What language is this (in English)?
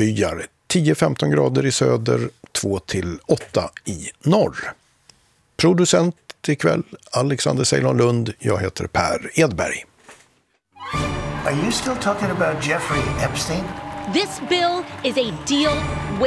Swedish